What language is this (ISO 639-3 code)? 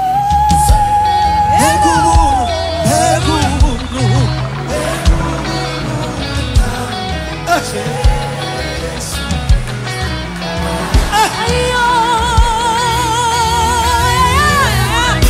kin